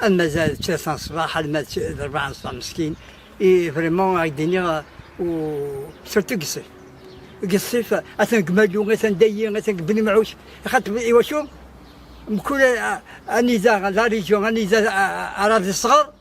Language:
Kabyle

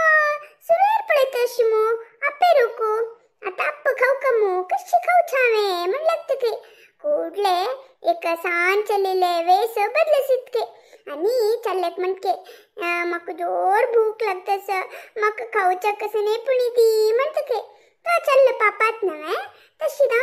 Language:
Konkani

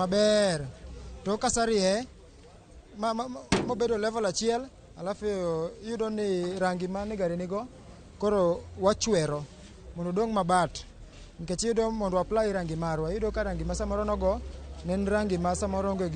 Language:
Luo (Kenya and Tanzania)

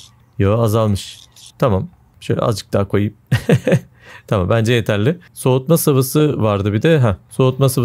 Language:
Turkish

